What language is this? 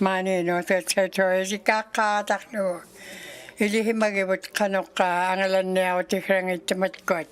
Inuktitut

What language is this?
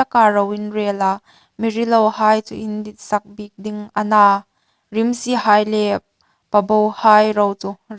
Hmar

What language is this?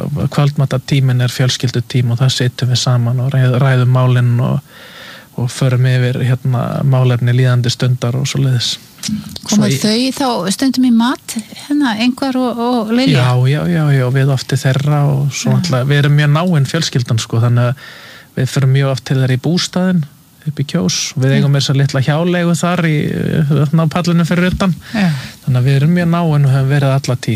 Icelandic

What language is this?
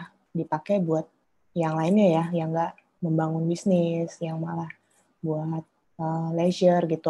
Indonesian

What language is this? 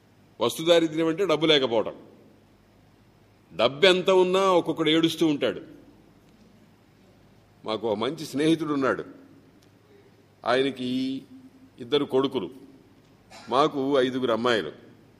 Telugu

